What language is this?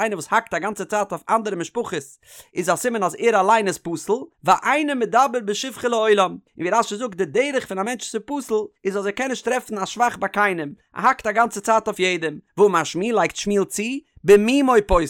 Yiddish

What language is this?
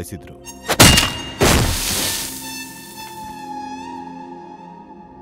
Kannada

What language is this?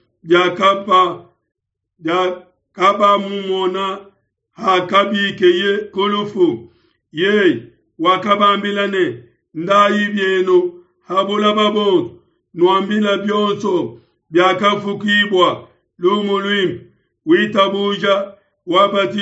Luba-Lulua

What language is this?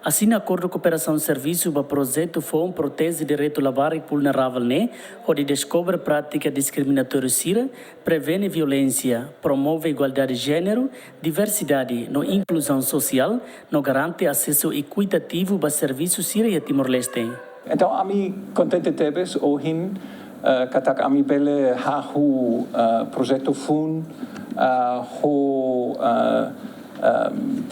Tetum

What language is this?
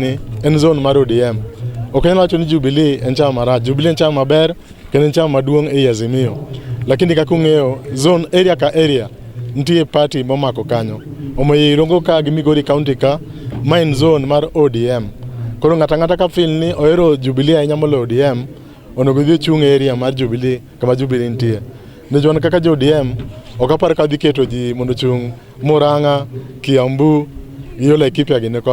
Luo (Kenya and Tanzania)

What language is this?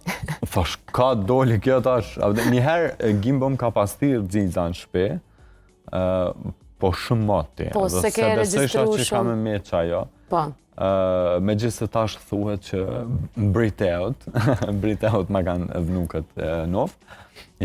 Albanian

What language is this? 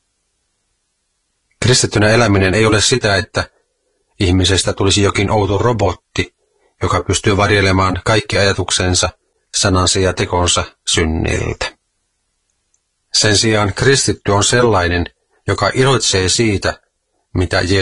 Finnish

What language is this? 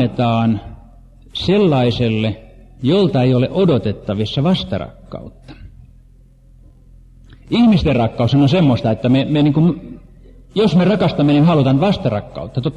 Finnish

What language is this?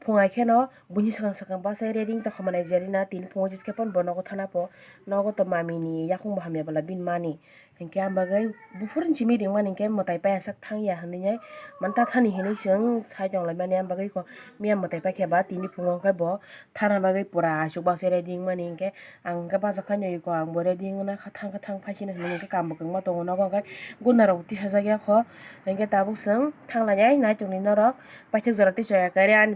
Kok Borok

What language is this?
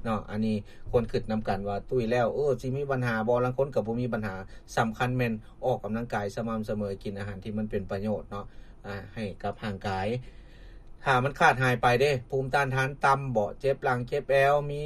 Lao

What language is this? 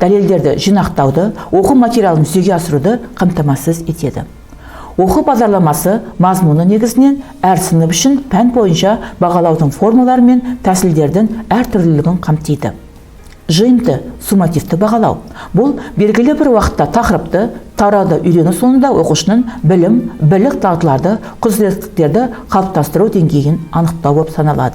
Kazakh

